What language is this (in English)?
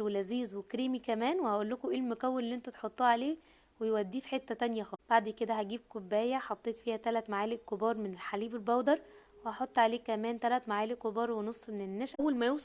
Egyptian Arabic